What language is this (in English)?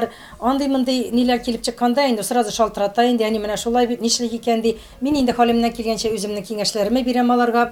Tatar